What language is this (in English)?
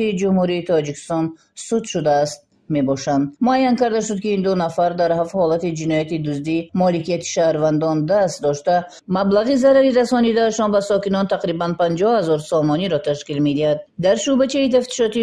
Tajik